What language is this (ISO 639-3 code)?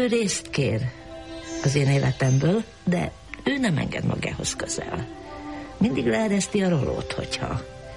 hun